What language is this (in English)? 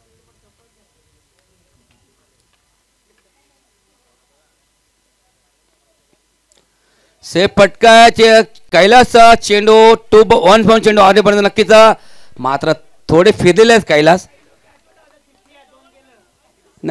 Marathi